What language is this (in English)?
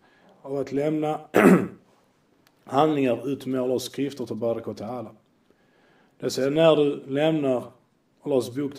Swedish